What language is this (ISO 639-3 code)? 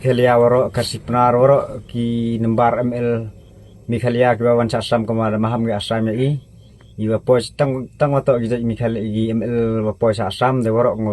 kha